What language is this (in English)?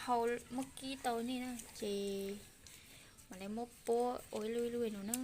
Hmong